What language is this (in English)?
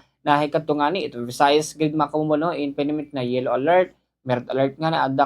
Waray